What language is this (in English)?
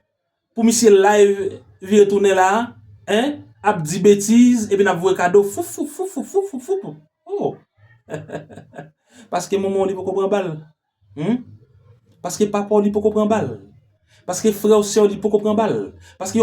Haitian Creole